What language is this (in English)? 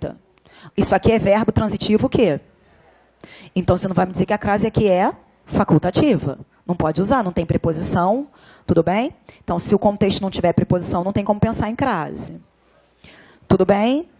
Portuguese